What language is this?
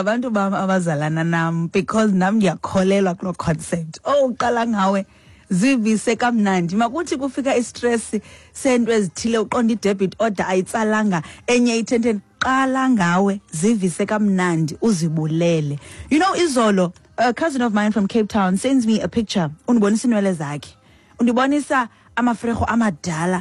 Xhosa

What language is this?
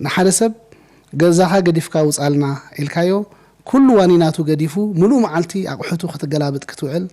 Tigrinya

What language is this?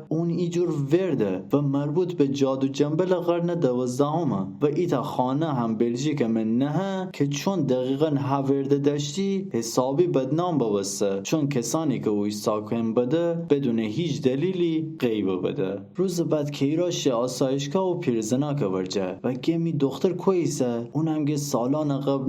Gilaki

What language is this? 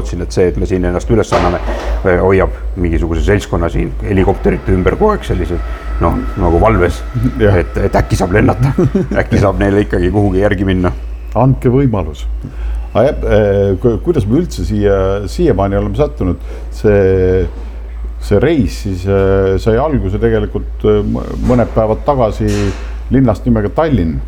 Estonian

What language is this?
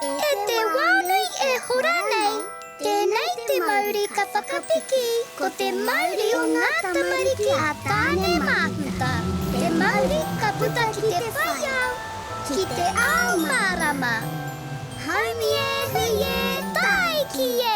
Māori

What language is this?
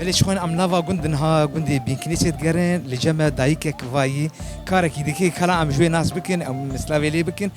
Kurdish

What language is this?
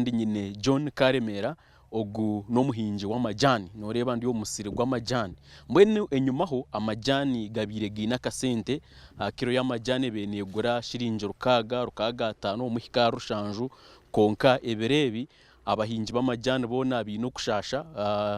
Nyankole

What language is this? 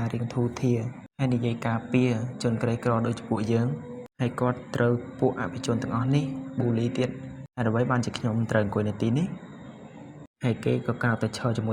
Khmer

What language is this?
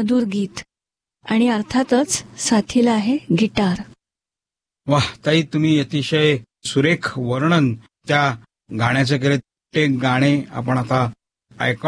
Marathi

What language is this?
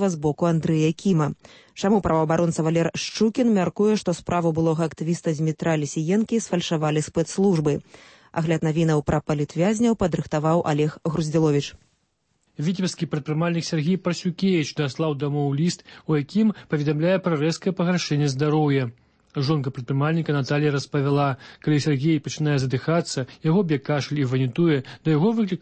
Belarusian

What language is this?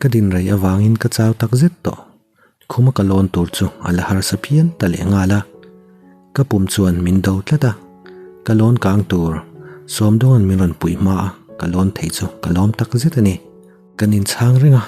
Mizo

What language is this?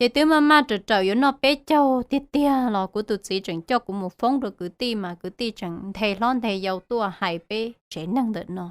Hmong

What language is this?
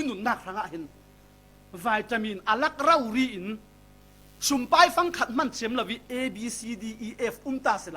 Falam Chin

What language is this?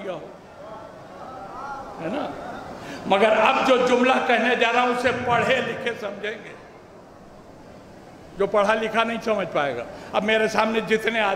Urdu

